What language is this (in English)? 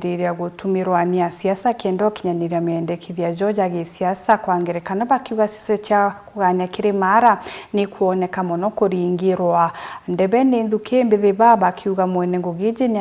Meru